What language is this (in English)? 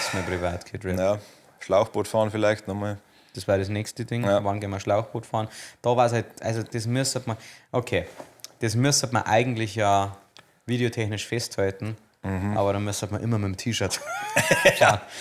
Bavarian